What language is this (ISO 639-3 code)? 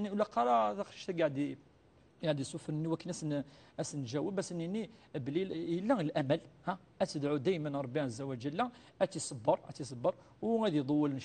kab